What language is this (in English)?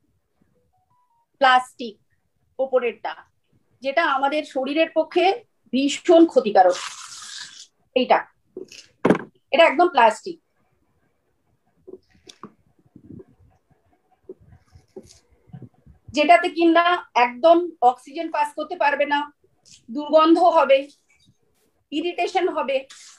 Bangla